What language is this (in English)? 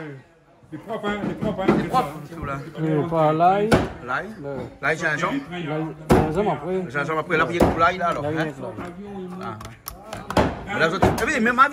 Réunion Creole French